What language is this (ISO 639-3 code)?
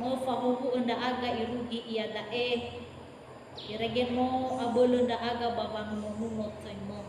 nia